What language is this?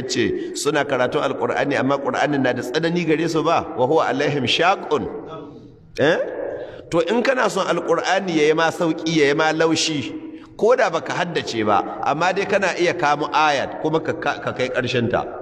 Hausa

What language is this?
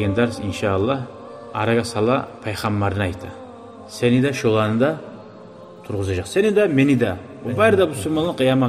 Kumyk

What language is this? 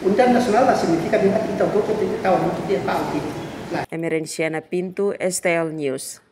Tetum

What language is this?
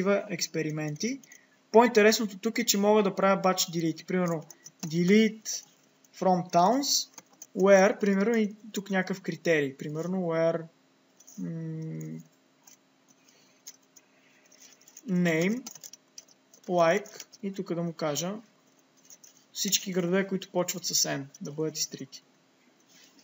Bulgarian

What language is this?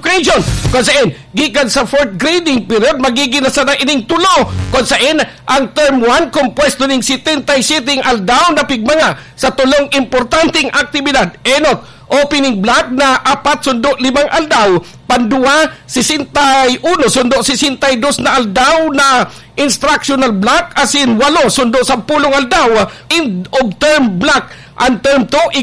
Bikol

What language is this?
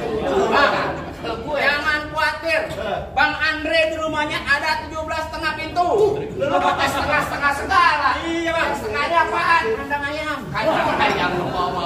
Betawi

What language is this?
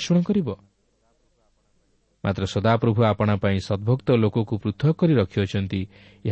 Odia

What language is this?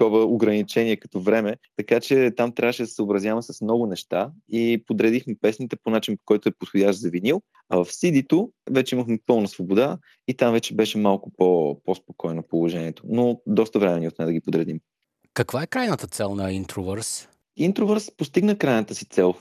Bulgarian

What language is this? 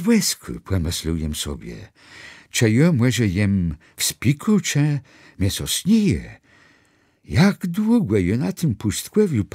Kashubian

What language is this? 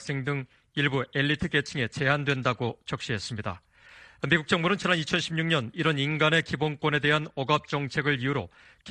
Korean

